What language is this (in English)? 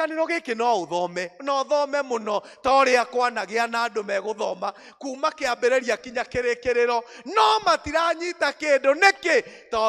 Kikuyu